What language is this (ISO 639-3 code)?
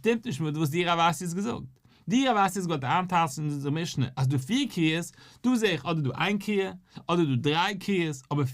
yid